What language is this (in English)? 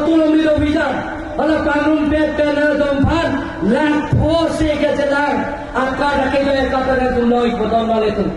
Karbi